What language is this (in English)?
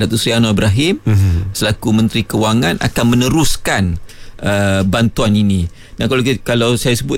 Malay